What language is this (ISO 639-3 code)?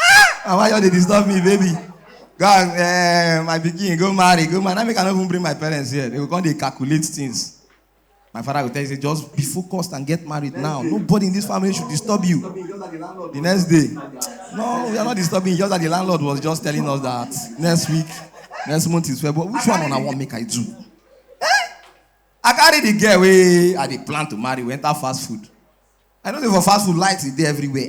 pcm